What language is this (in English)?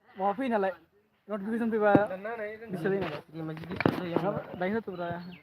Bodo